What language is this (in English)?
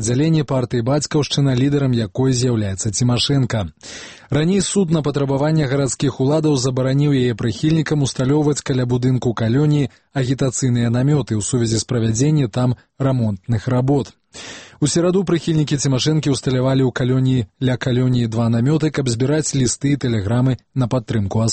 Belarusian